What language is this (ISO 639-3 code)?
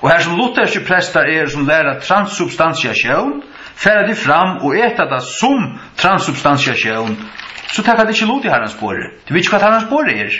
fao